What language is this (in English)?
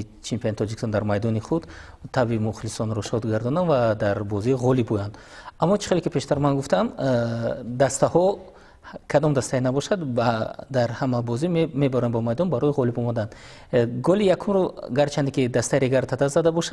Tajik